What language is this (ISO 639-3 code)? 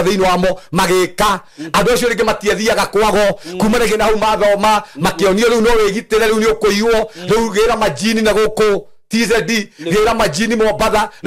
kik